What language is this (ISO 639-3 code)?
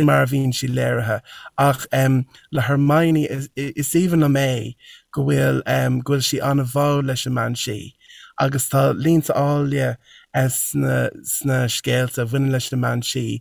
gle